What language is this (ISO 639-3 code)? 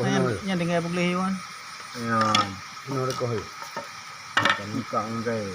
ace